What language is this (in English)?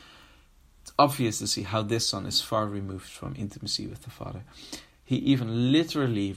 English